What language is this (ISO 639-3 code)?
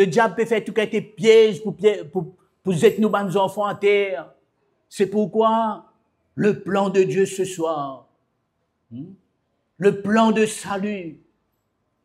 mfe